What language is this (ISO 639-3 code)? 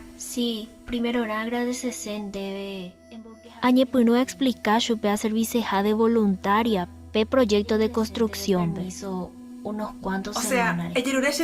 grn